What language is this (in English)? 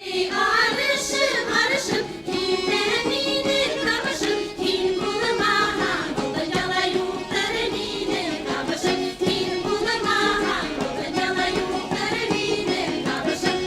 Bashkir